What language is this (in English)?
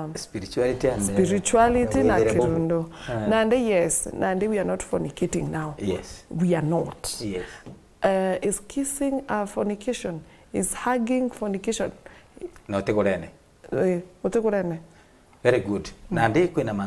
Meru